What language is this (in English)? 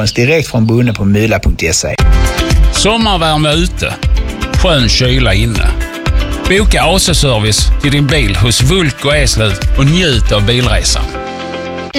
Swedish